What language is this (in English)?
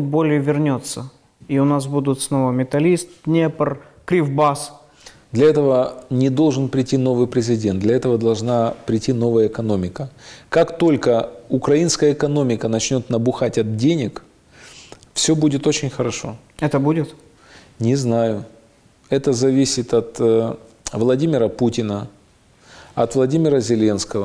Russian